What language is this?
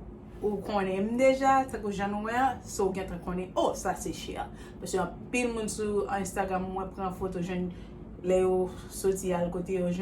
Haitian Creole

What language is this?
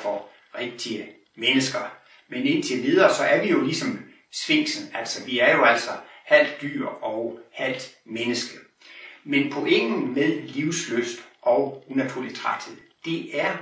Danish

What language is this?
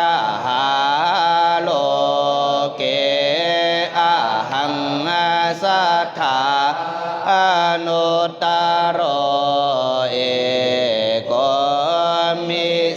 Pali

